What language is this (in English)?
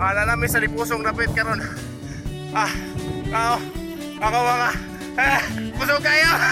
Cebuano